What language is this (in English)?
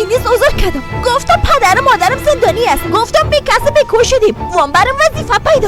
Persian